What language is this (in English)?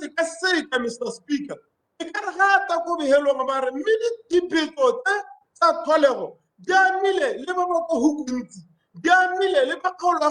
Tswana